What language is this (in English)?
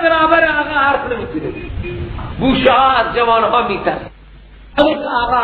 Persian